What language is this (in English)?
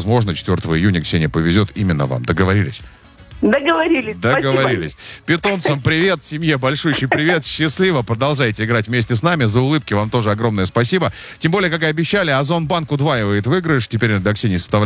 Russian